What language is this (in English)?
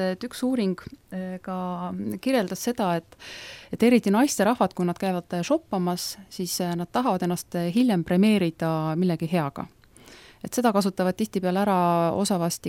Estonian